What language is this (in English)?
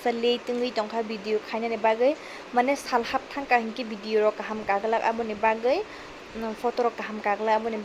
Kok Borok